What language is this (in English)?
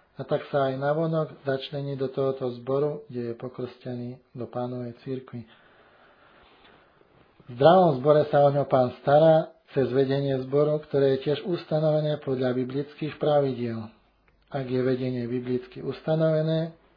Slovak